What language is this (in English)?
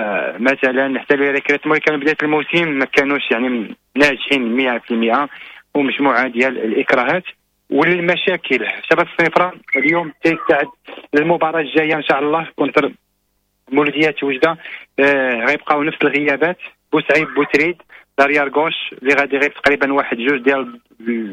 Moroccan Arabic